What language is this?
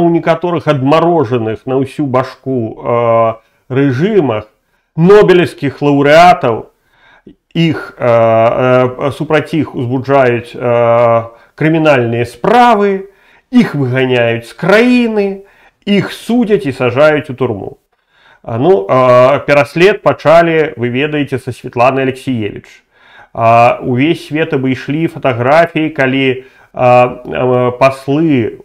Belarusian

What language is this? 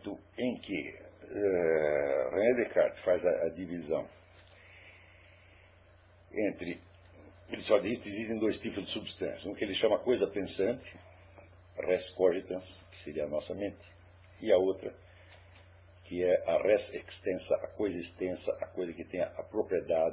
Portuguese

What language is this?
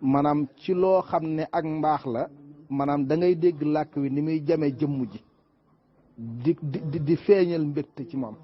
Wolof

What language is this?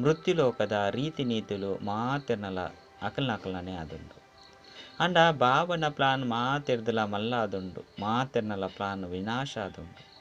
Tulu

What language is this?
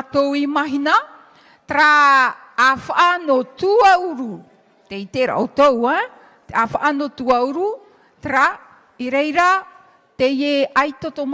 Tahitian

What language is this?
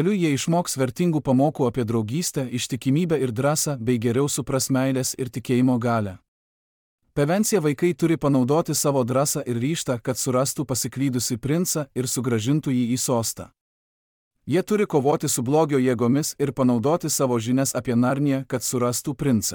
Lithuanian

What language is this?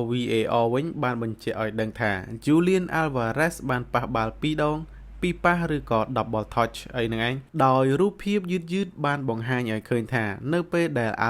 Khmer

